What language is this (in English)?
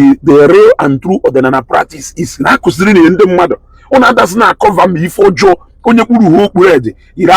Igbo